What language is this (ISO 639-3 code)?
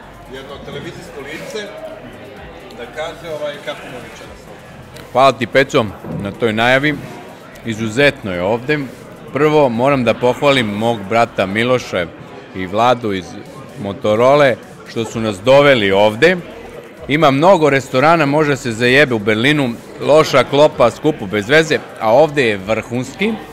srp